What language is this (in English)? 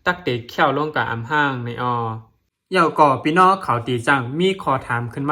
Shan